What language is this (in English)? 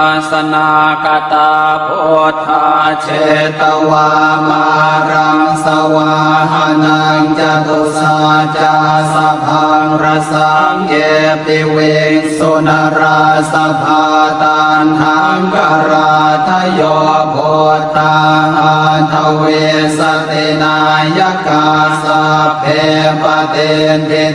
Pali